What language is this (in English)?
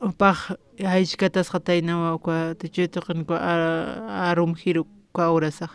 Aymara